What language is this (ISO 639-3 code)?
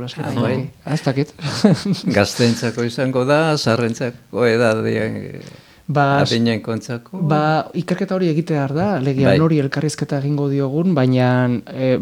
eus